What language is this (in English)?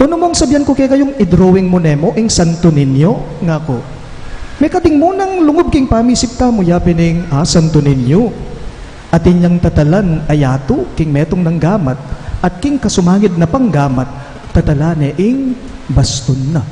Pampanga